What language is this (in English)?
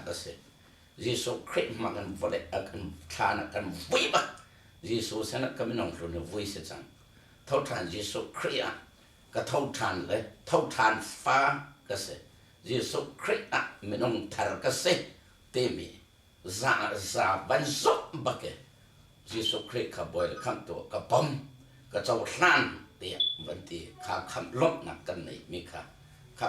Hakha Chin